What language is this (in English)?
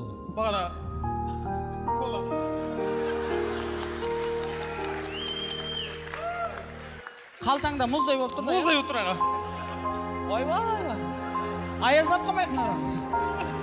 Kazakh